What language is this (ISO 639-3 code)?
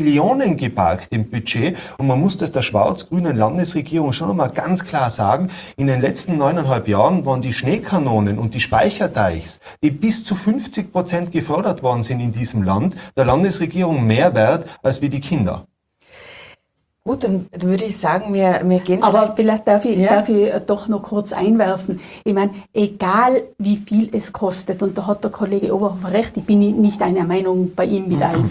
deu